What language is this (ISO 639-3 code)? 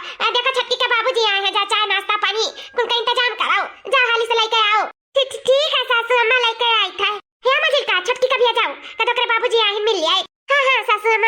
awa